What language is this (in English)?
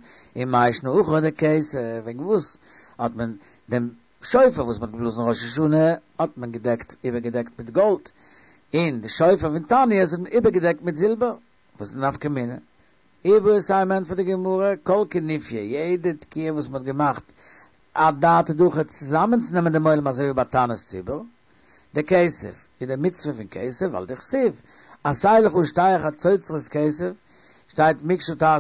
Yiddish